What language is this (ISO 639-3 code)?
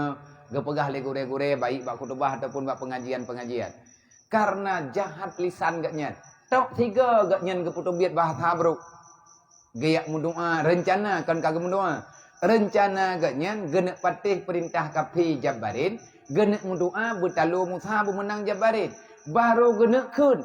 ace